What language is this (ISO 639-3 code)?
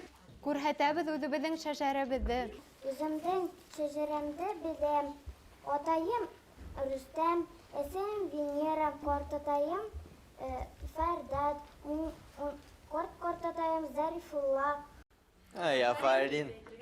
bak